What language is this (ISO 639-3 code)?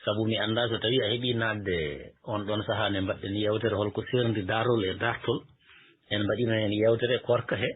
ful